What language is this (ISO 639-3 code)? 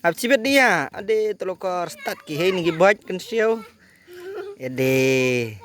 kha